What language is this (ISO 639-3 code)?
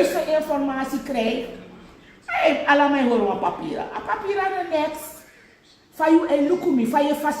srn